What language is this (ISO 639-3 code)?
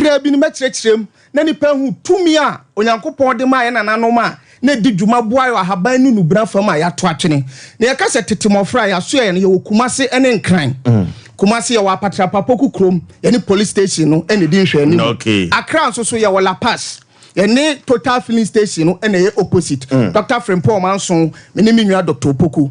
aka